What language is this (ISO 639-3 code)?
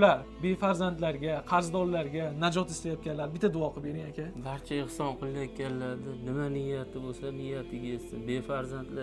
uzb